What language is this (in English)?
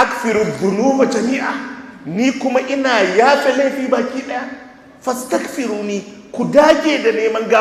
Hausa